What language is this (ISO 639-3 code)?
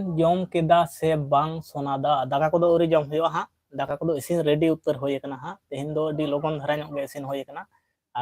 sat